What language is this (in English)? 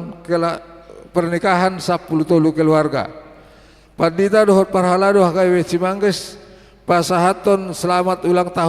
Batak Toba